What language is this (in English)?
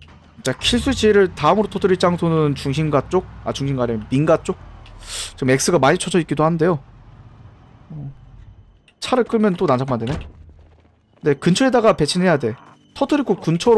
Korean